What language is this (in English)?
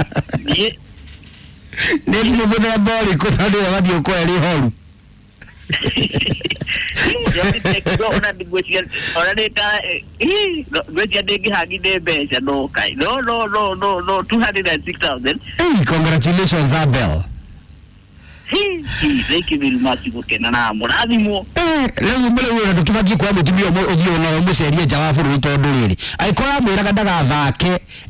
Kikuyu